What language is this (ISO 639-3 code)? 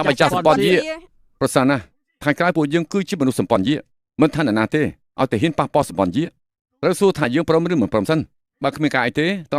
khm